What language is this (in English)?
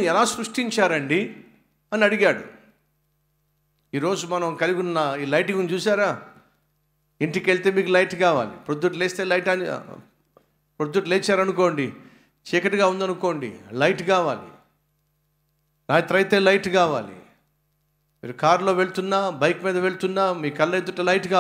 Telugu